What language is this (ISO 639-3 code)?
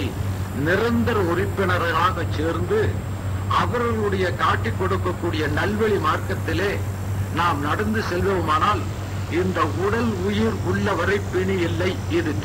tam